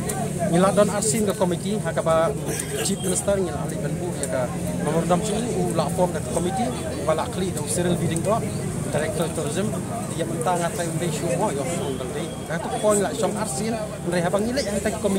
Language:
Khasi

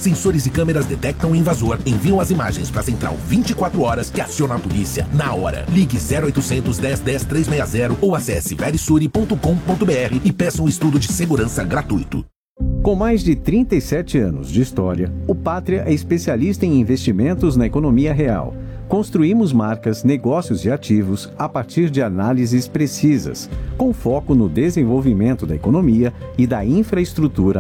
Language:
Portuguese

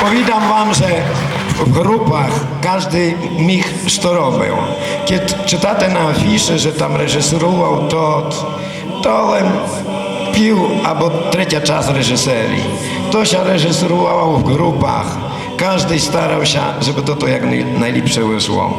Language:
Rusyn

